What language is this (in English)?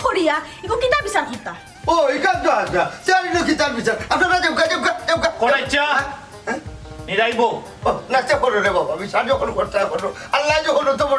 Sylheti